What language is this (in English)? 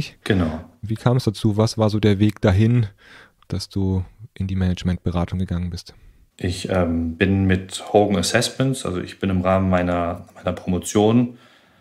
German